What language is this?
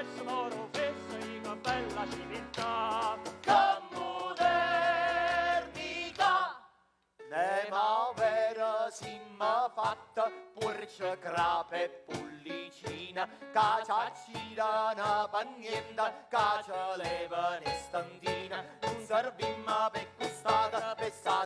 Neapolitan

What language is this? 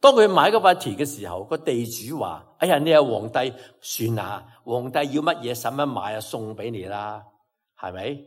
Cantonese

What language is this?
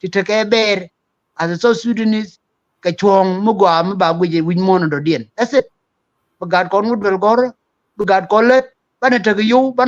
Nuer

